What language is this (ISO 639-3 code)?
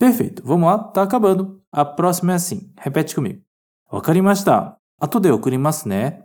glg